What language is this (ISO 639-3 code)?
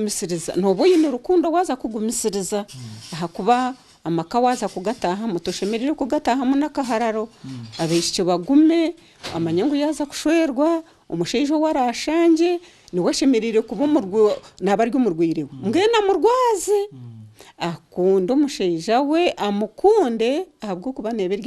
nyn